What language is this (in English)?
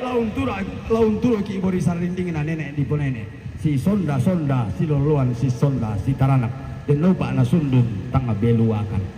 Toraja-Sa'dan